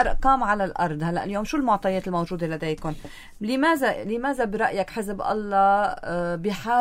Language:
North Levantine Arabic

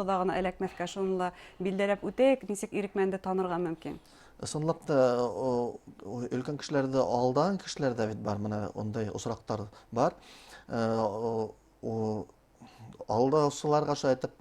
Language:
Bashkir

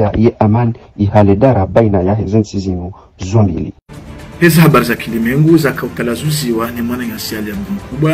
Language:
Swahili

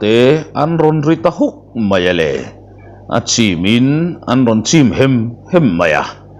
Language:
Mizo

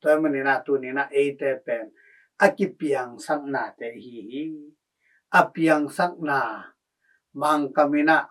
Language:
Tedim Chin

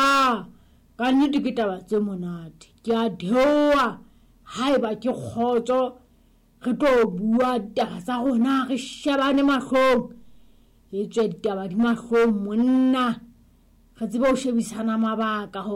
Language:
Southern Sotho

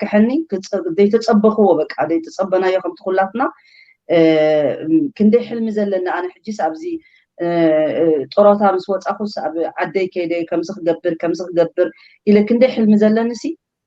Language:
Tigrinya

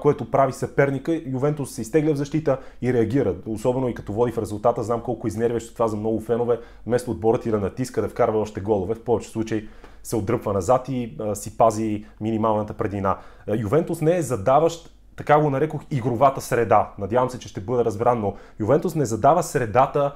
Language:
Bulgarian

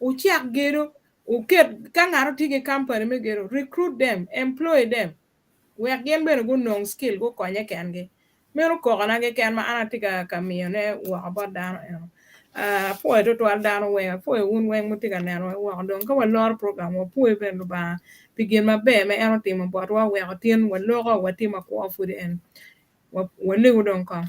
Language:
Acoli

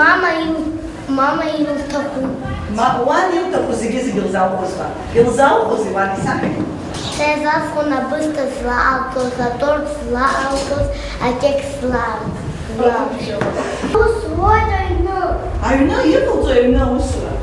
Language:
Abkhazian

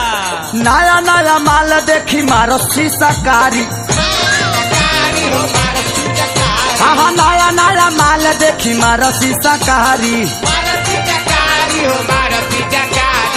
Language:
Bhojpuri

